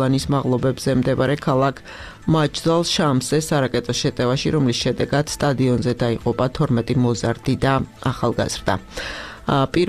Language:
Georgian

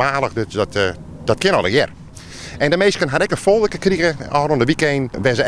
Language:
Western Frisian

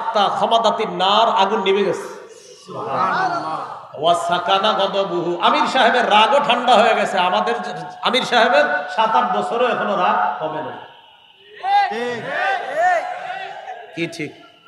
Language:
Bangla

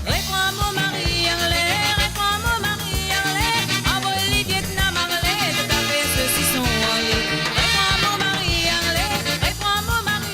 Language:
Morisyen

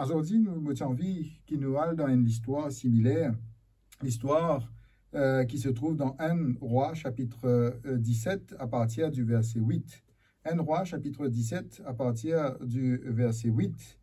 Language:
Morisyen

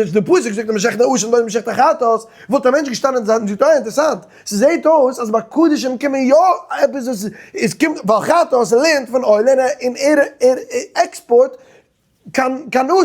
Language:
Yiddish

